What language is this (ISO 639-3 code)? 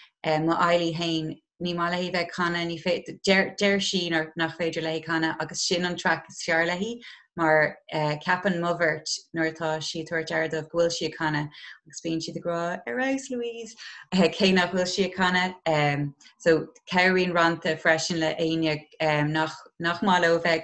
gle